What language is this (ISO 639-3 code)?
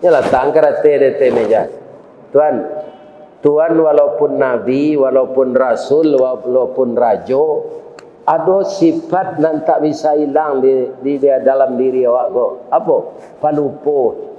min